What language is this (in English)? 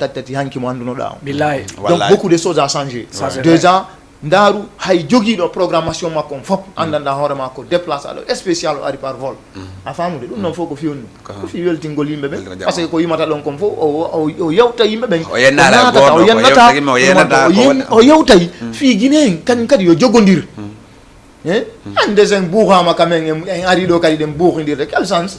Fula